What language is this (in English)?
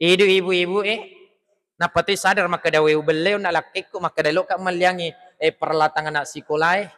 Buginese